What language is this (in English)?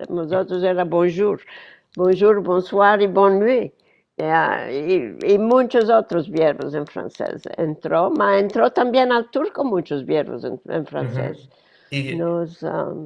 Ladino